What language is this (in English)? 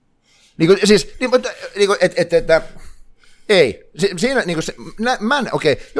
Finnish